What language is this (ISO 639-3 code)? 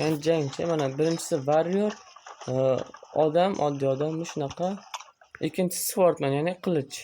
uzb